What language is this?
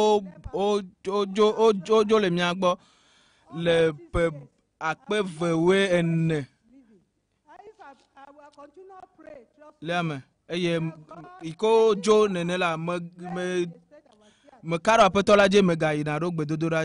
Ewe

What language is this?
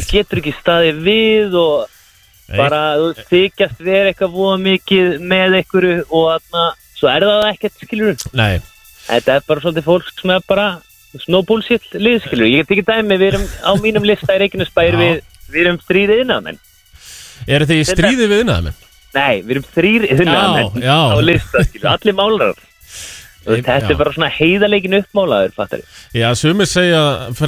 Icelandic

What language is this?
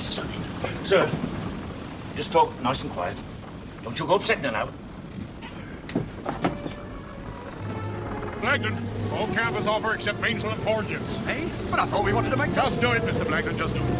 English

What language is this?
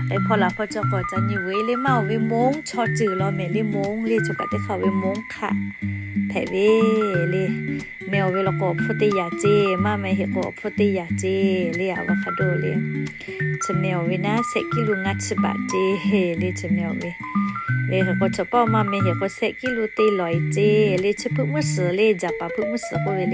Lahu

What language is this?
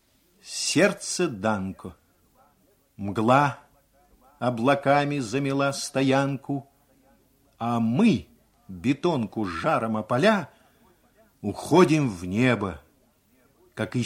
Russian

